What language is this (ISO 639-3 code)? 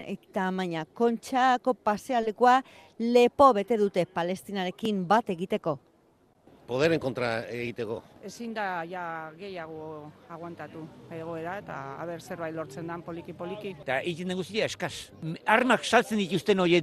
eus